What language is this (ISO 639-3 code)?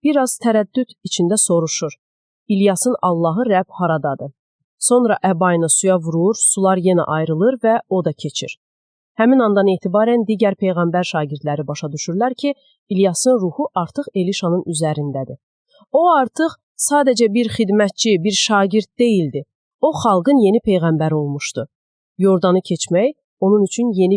aze